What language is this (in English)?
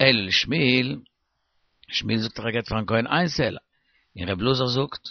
Yiddish